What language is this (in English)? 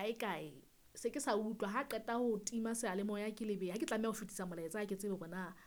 Southern Sotho